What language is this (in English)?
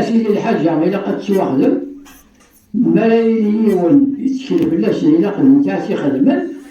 Kabyle